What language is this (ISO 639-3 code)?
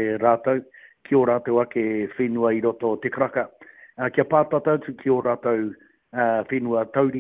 mri